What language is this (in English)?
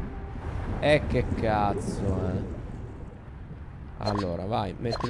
Italian